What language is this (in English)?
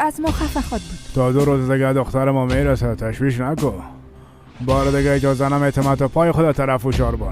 Persian